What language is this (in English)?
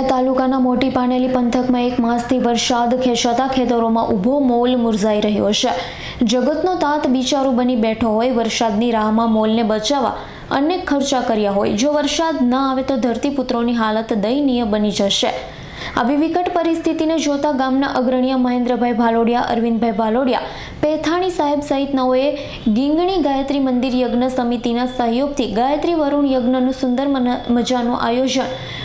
Gujarati